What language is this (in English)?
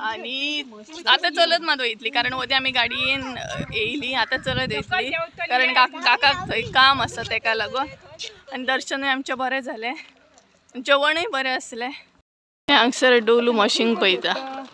Konkani